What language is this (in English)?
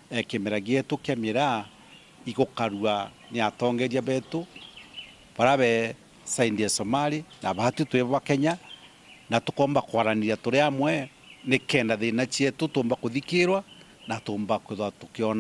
Meru